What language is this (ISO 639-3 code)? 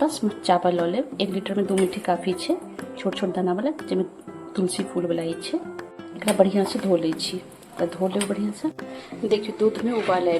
mai